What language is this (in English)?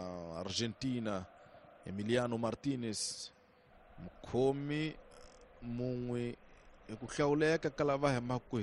Tsonga